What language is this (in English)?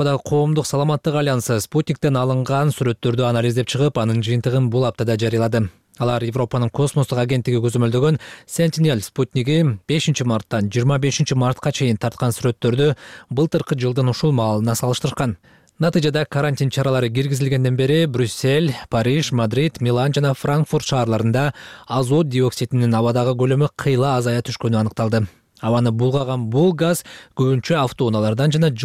Kyrgyz